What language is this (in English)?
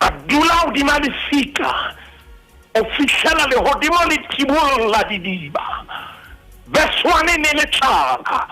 Southern Sotho